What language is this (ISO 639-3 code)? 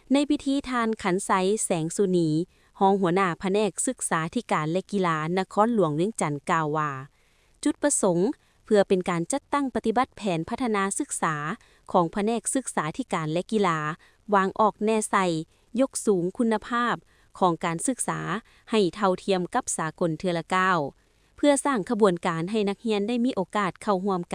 lao